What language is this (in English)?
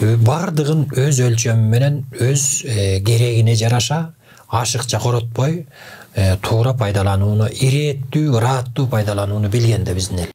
Kyrgyz